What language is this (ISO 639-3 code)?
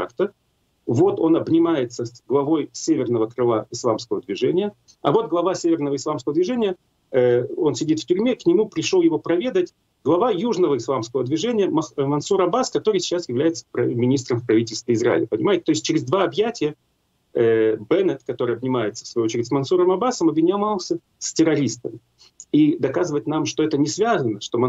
rus